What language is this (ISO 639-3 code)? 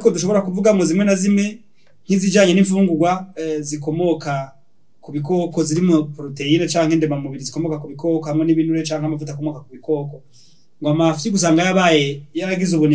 run